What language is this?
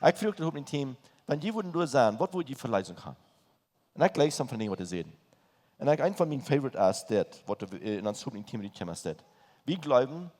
Plautdietsch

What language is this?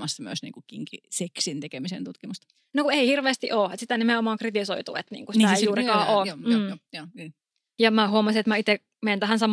Finnish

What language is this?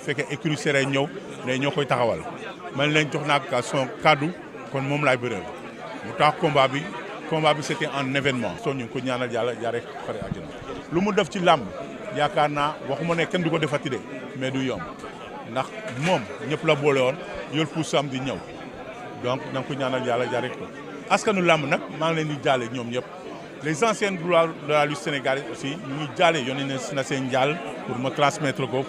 Wolof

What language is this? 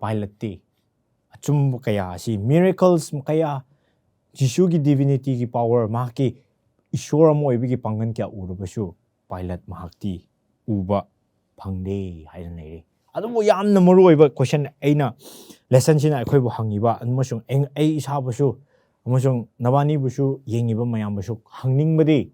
Manipuri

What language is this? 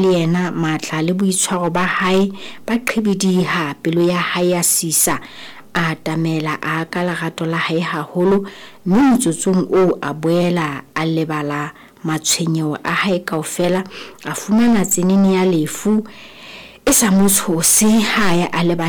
Southern Sotho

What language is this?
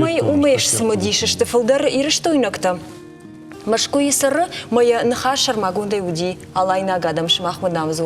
Ossetic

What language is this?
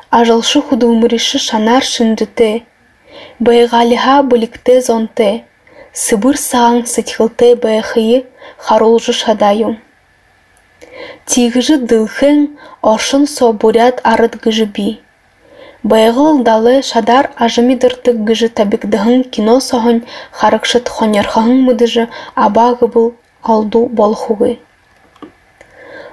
Buriat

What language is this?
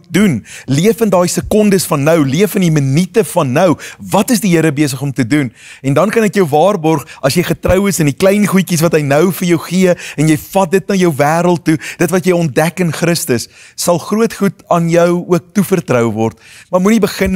Afrikaans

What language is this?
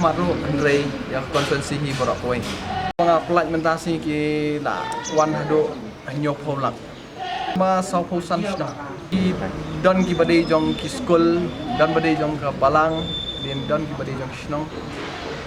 Khasi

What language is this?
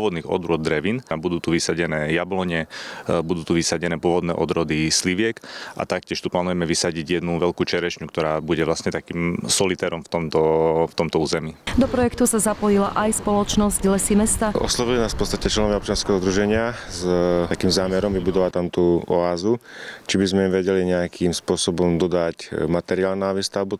Slovak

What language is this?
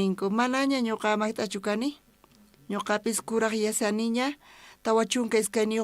South Bolivian Quechua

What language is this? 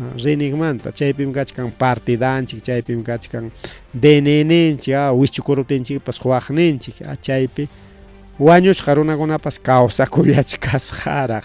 Ayacucho Quechua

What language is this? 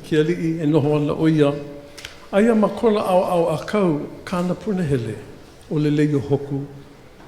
Hawaiian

